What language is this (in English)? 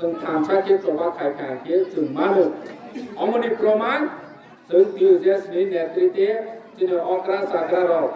Kok Borok